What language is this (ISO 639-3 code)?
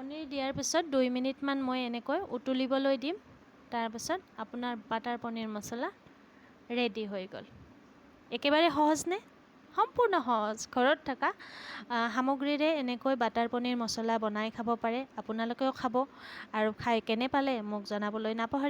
asm